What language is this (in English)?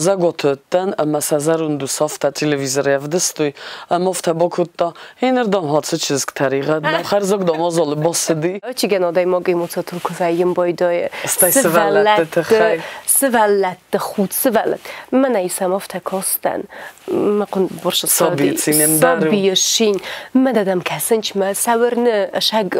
Ossetic